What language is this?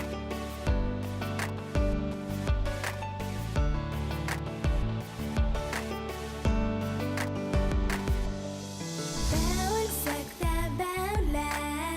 Bashkir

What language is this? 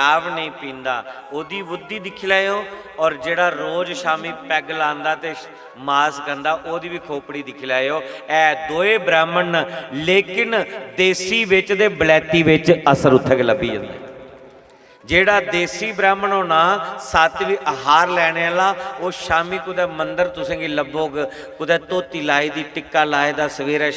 Dogri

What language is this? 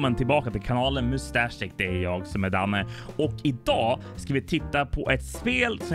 Swedish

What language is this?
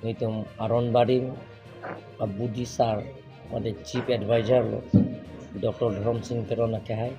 Karbi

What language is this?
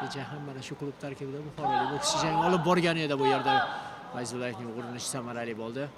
Uzbek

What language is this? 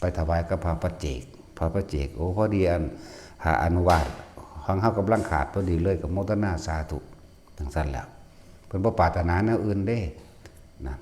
Northeastern Thai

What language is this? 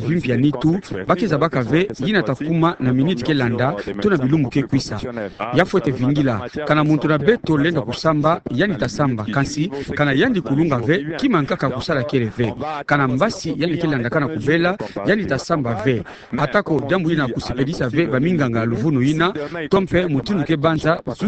Kituba (Democratic Republic of Congo)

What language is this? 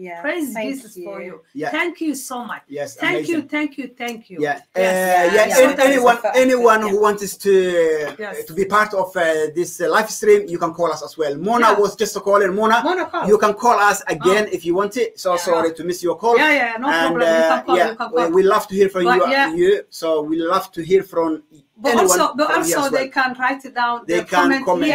English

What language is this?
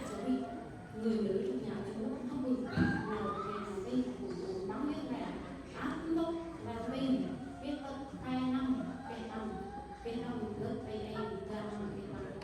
Central Mnong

